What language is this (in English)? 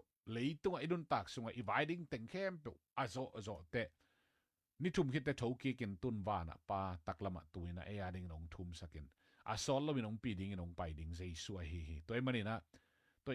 Tedim Chin